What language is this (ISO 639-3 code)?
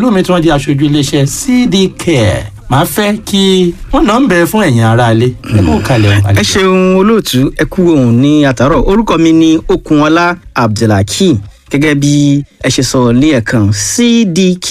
yor